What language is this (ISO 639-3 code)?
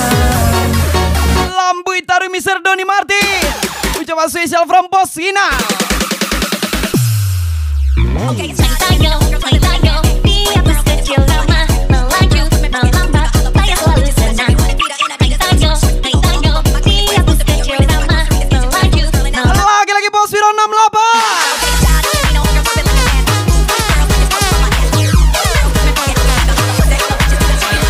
ind